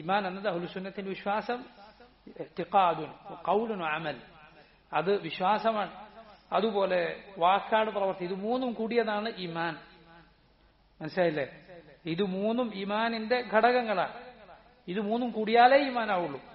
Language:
Malayalam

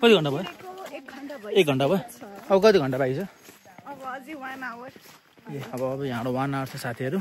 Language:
Nepali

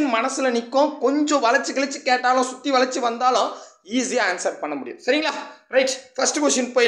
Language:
Tamil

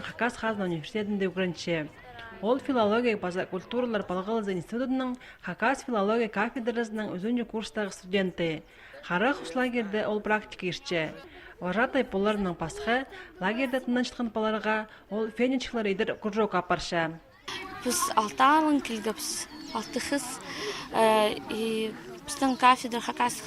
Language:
Khakas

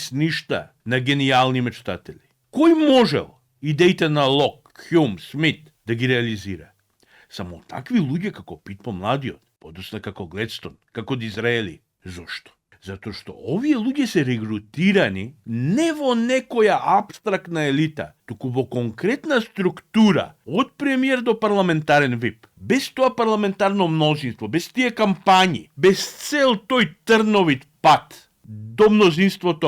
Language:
Macedonian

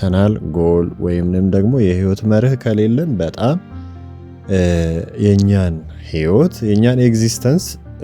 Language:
Amharic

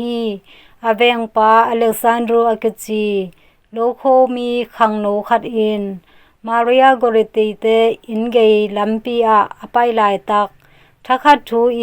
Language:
Tedim Chin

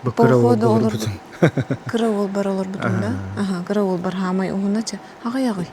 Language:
Yakut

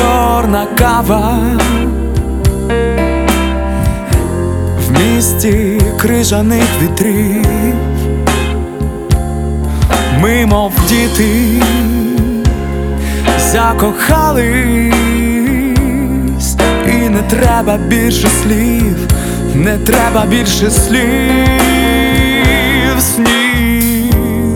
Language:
Ukrainian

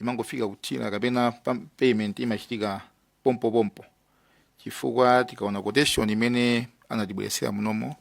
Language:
Nyanja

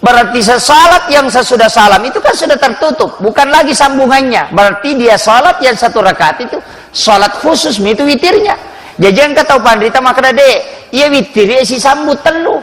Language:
Buginese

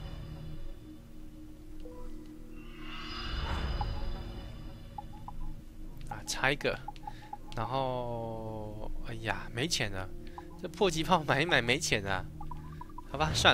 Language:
Chinese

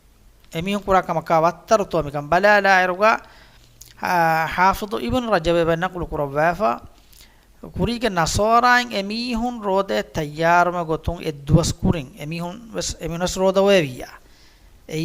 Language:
Divehi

